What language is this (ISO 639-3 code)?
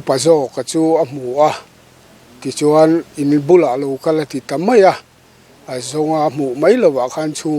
lus